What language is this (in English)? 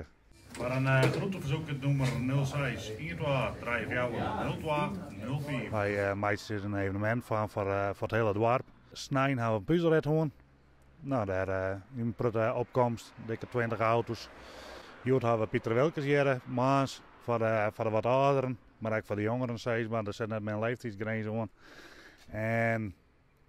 Western Frisian